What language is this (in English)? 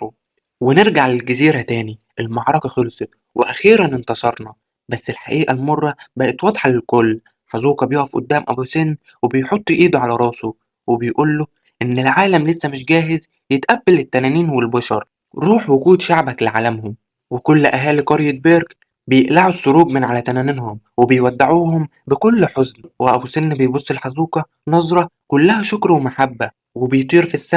Egyptian Arabic